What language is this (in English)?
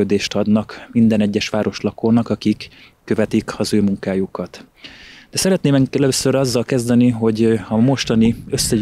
Hungarian